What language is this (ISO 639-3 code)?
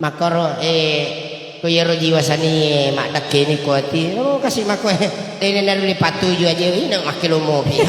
bug